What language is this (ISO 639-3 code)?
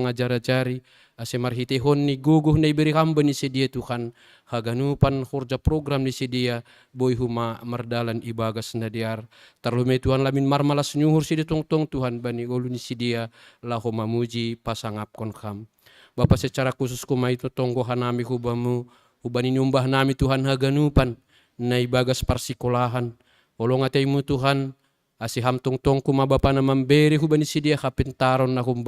bts